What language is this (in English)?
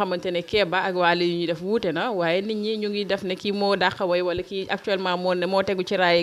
Wolof